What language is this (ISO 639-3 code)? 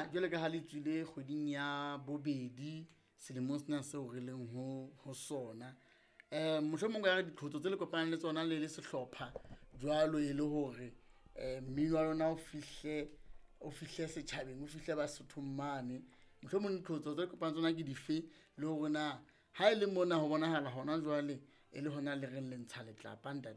sot